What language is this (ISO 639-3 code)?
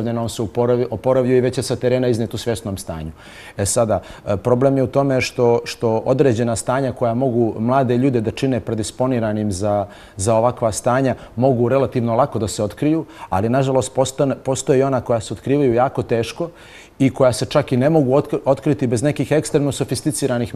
hrv